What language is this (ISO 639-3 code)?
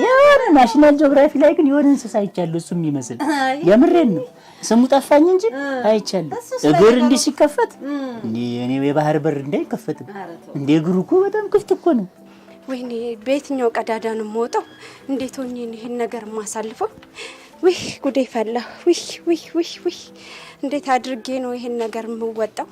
amh